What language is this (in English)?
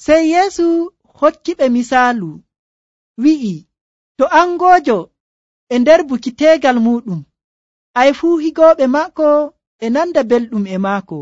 Nigerian Fulfulde